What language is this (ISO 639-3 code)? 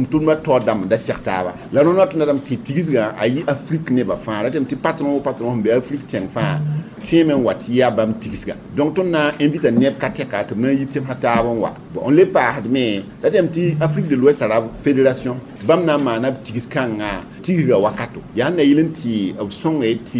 mos